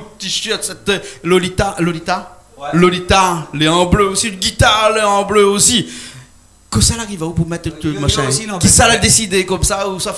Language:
Réunion Creole French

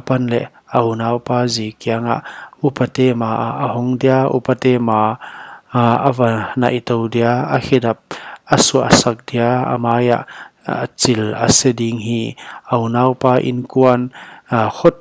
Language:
Paite Chin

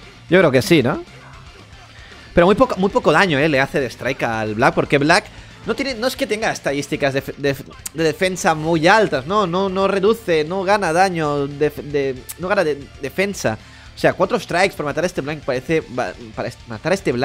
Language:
Spanish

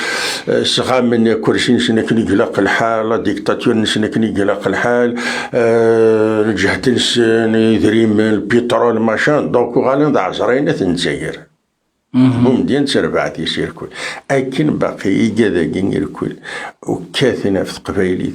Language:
Kabyle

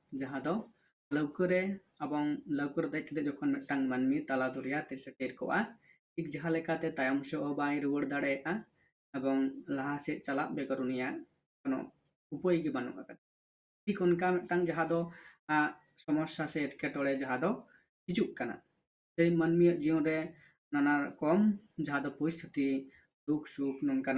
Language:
Santali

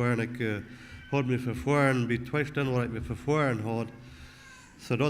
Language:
Plautdietsch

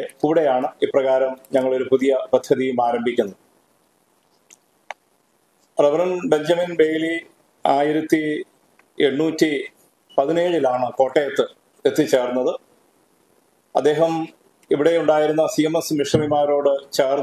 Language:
Malayalam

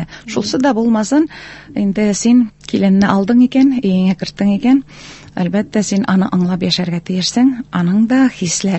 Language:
Tatar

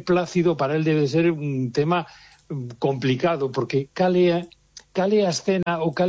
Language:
Galician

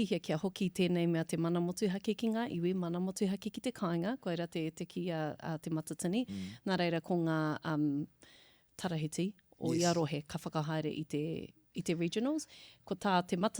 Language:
Māori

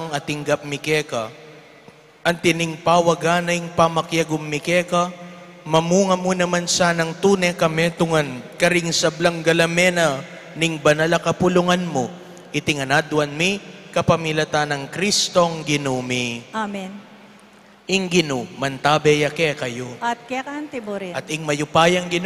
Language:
Pampanga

